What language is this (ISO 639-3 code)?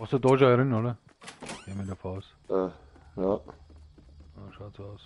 bar